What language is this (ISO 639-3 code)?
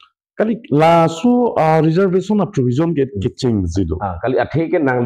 mjw